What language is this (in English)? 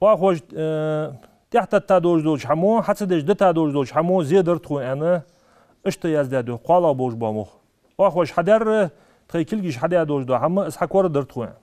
Ingush